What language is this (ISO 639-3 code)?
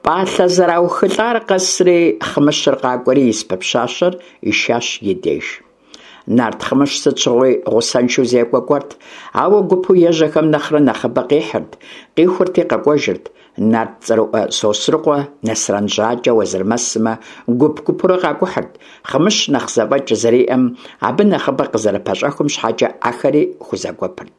kbd